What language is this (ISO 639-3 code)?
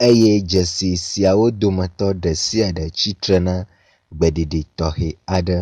ewe